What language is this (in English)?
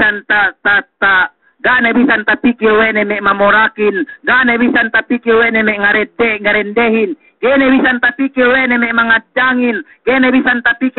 Yakan